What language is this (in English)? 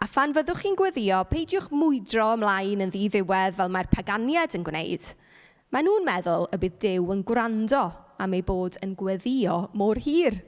Welsh